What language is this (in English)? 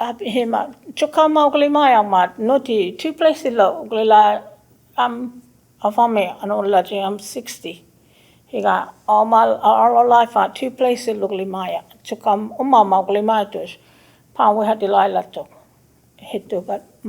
Choctaw